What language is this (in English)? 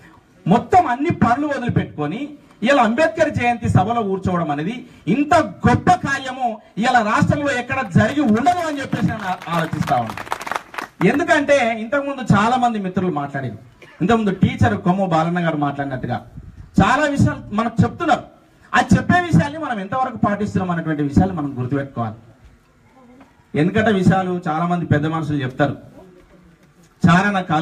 Telugu